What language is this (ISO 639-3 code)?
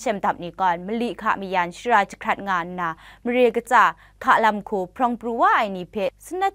kac